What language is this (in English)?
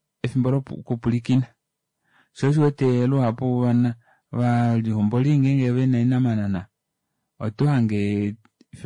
Kuanyama